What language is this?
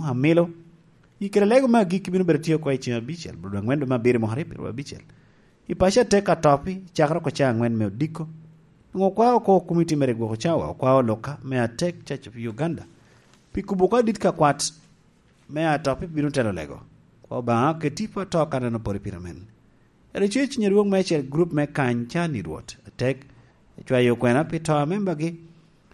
Lango (Uganda)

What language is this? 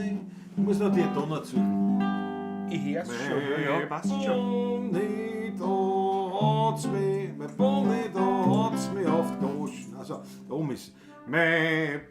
Bavarian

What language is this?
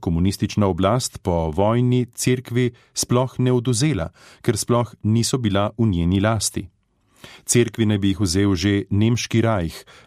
Slovenian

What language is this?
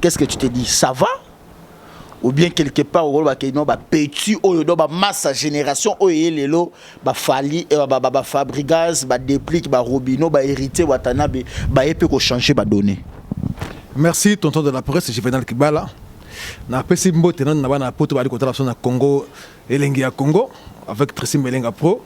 Lingala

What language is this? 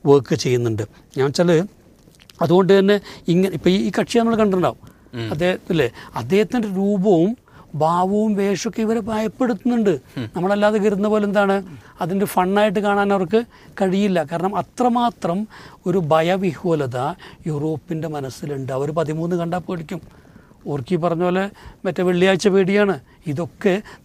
Malayalam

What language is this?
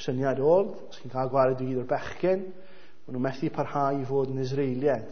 Welsh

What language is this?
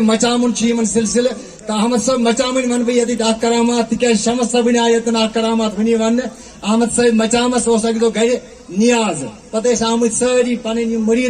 Kashmiri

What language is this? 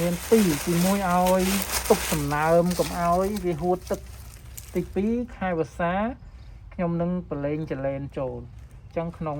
Khmer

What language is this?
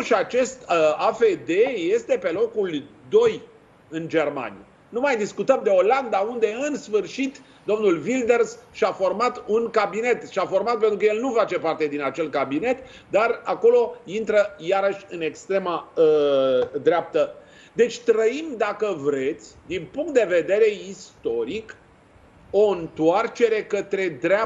Romanian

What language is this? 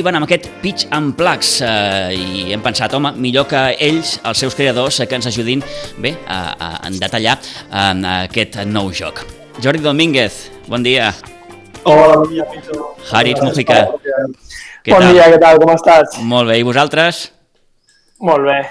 Catalan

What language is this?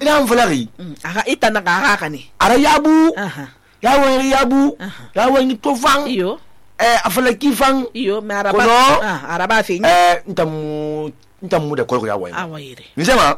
Susu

